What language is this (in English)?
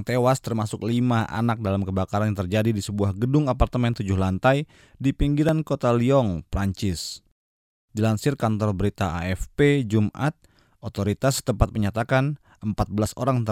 Indonesian